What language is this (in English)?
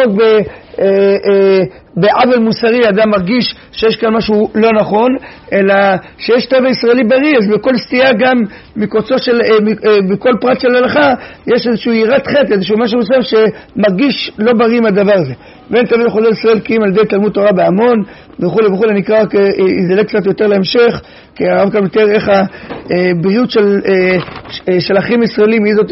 Hebrew